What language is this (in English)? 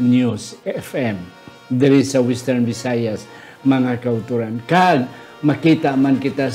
Hiligaynon